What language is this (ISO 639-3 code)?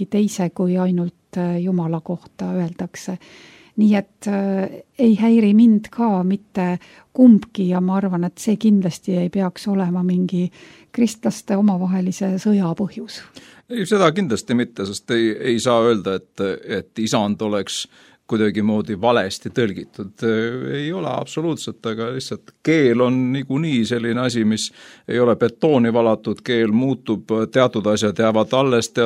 est